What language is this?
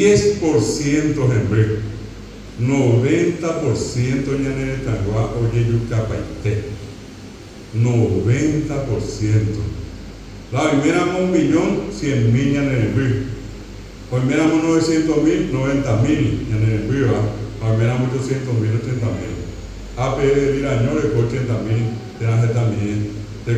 Guarani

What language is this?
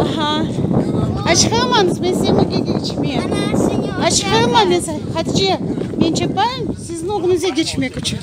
Crimean Tatar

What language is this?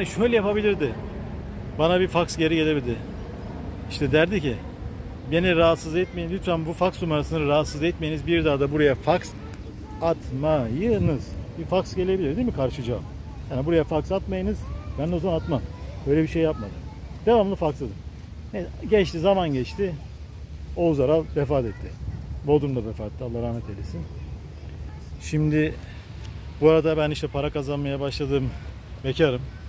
Turkish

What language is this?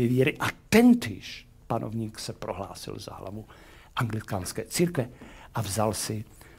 Czech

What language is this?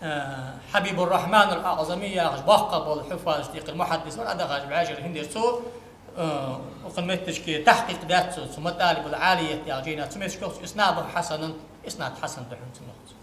Ingush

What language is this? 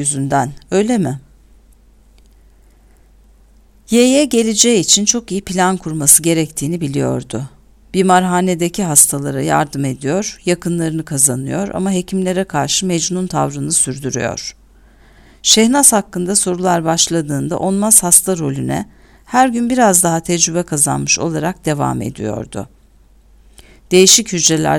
Turkish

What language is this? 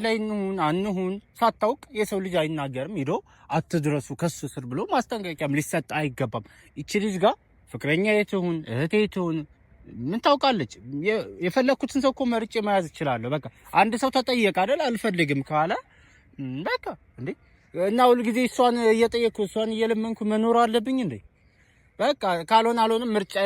Amharic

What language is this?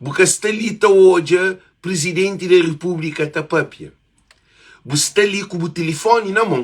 Kabuverdianu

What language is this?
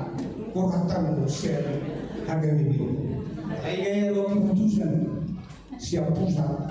Batak Toba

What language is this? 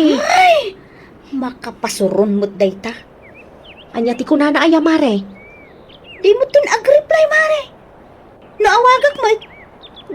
Iloko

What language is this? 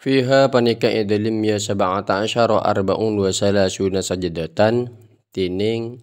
Madurese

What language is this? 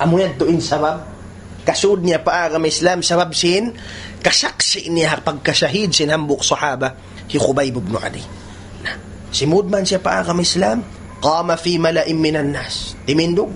Tausug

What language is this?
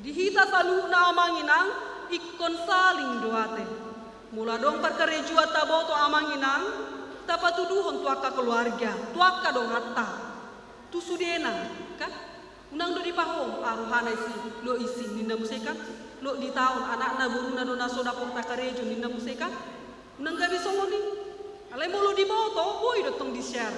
Batak Toba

